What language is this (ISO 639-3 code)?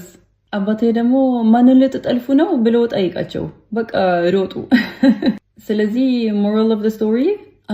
amh